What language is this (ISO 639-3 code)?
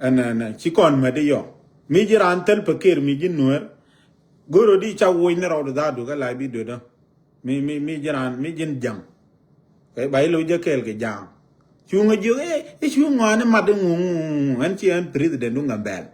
nus